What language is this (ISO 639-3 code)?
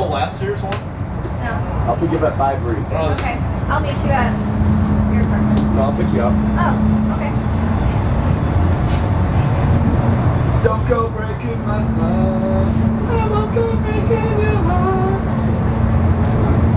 eng